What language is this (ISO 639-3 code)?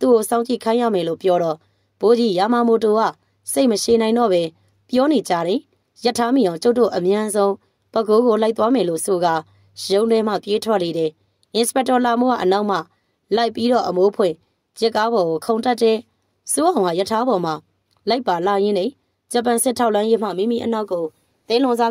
mya